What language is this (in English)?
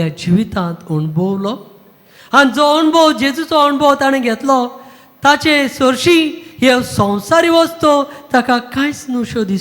Konkani